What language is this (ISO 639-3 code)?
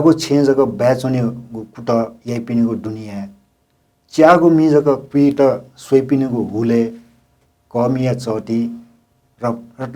new